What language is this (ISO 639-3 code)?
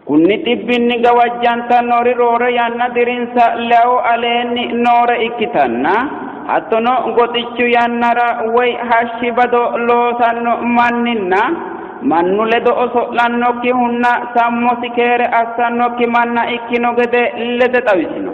sid